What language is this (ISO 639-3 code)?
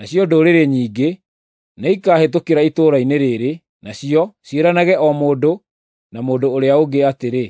kik